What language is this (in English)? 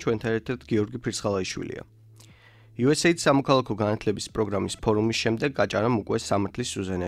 Georgian